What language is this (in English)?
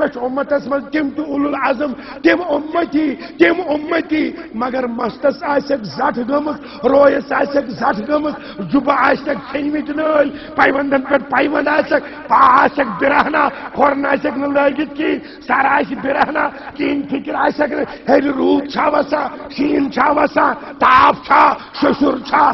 Kashmiri